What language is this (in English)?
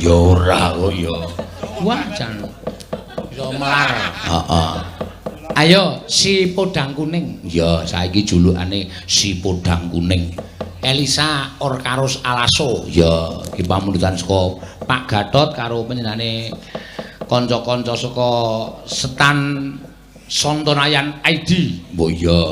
Javanese